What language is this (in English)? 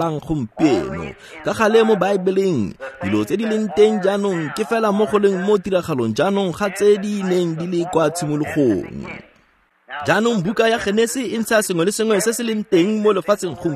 Tswana